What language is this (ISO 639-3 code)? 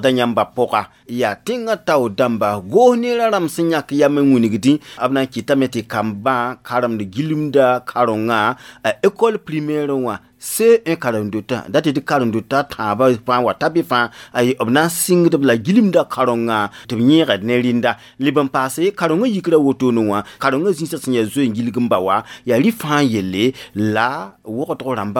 mos